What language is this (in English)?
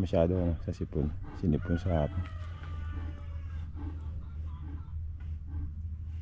Filipino